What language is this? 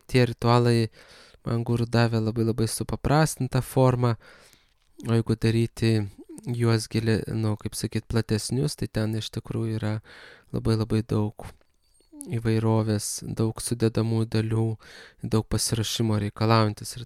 Lithuanian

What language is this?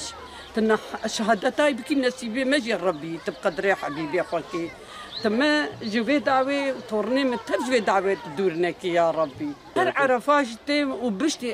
Kurdish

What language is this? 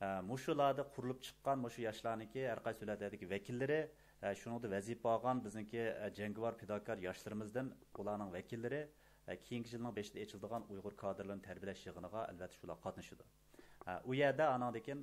Uyghur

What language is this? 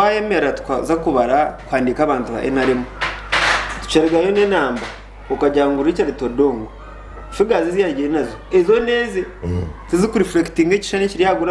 Nyankole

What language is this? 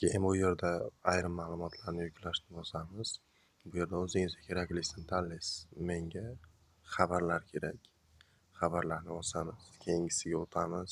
Uzbek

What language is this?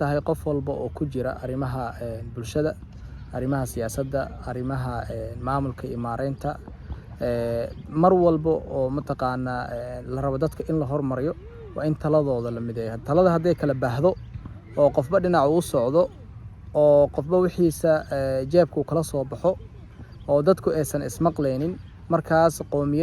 Somali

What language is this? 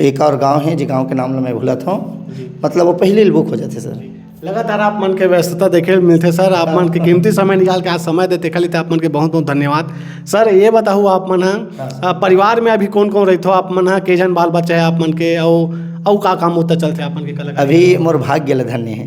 Chhattisgarhi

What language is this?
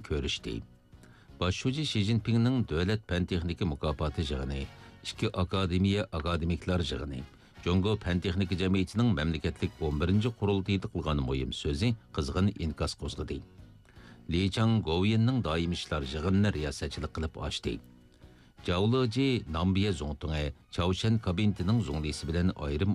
Uyghur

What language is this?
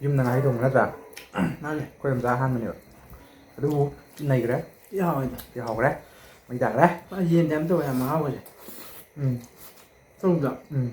Manipuri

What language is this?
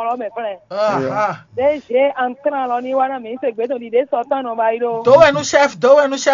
Fon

